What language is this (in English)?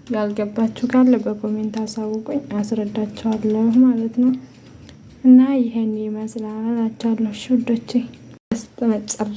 Amharic